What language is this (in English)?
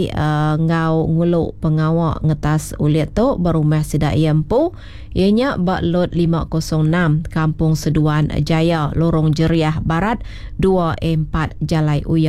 Iban